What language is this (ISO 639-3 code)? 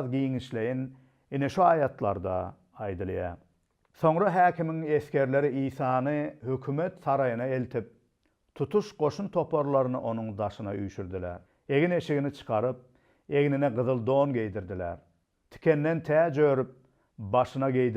tuk